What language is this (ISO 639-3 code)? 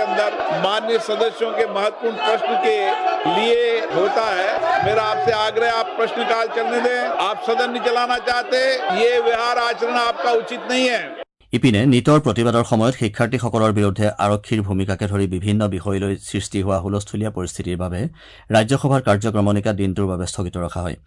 asm